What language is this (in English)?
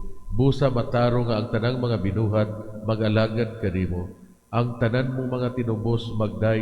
Cebuano